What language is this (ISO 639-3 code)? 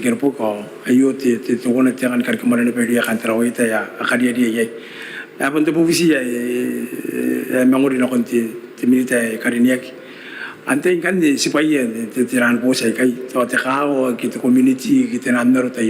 gil